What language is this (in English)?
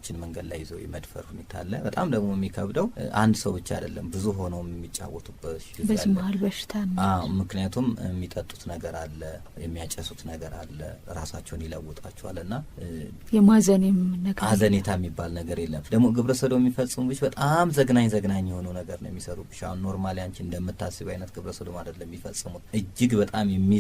Amharic